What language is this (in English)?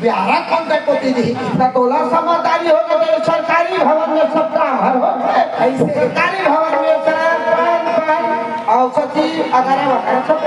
Chhattisgarhi